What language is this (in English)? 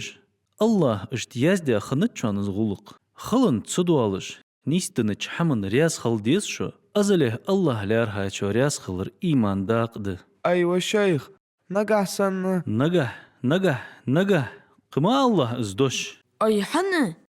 Ingush